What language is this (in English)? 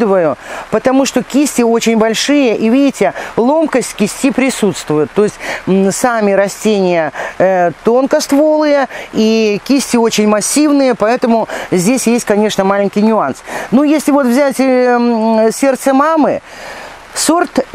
Russian